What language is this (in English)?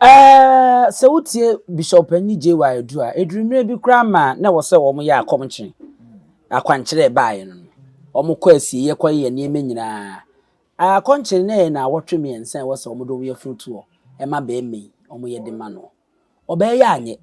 Akan